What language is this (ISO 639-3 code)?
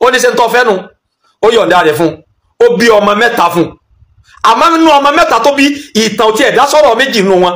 yor